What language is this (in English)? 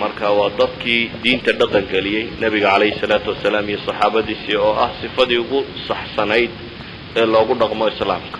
Somali